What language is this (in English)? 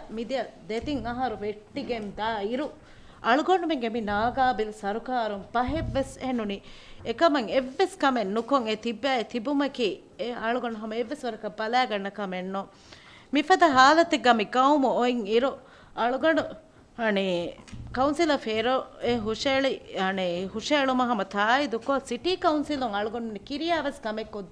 Divehi